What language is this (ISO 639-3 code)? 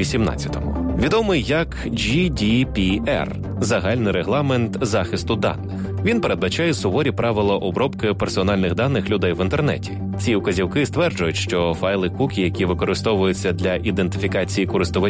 ukr